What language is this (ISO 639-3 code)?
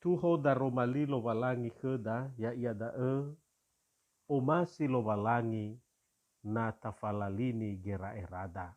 nia